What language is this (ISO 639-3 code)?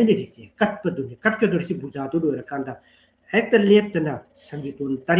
mni